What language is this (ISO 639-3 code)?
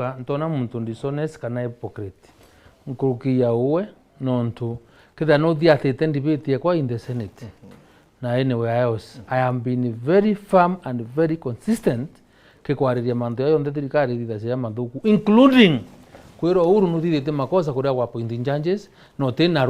mer